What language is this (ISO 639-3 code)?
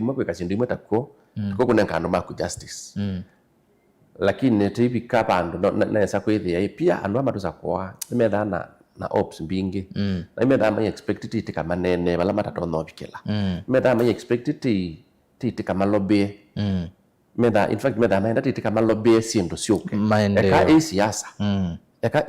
kam